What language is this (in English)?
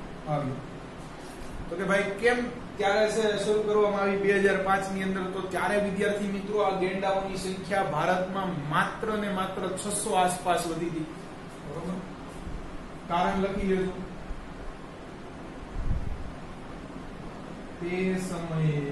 Gujarati